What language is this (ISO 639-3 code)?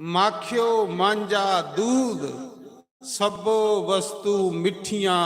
doi